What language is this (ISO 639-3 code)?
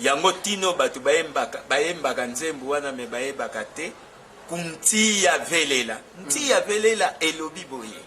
lin